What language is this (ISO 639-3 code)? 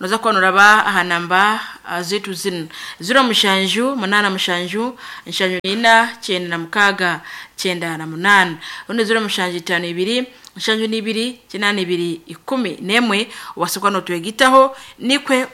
nyn